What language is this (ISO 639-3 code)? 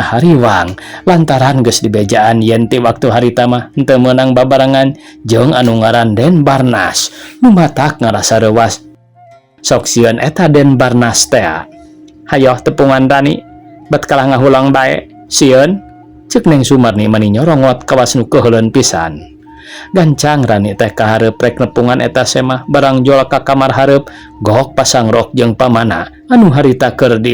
sun